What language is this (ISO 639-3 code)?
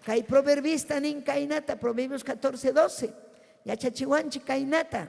quy